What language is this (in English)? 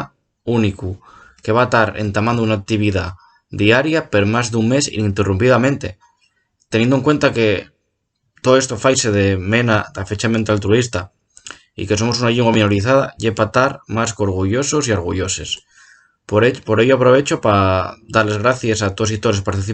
Asturian